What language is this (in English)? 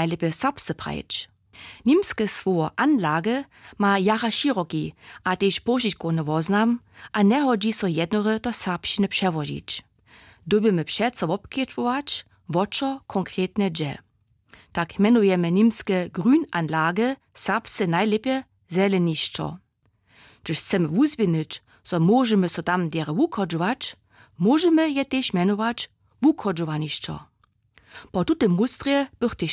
Upper Sorbian